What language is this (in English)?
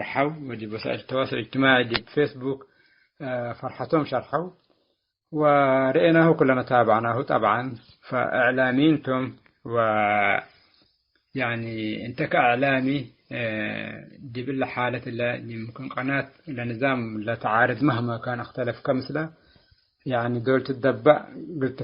Tigre